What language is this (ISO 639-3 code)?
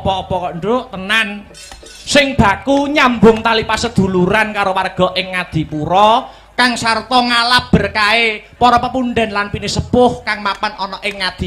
jav